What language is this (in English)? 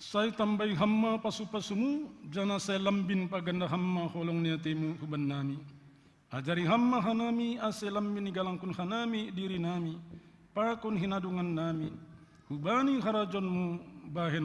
Batak Simalungun